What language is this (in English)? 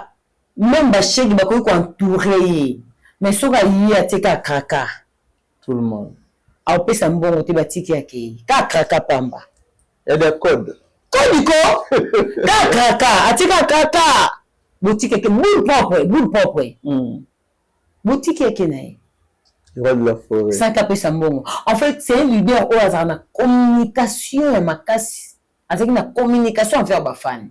Lingala